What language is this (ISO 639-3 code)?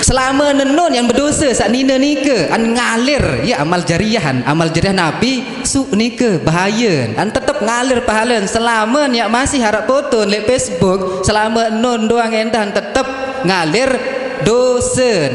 sas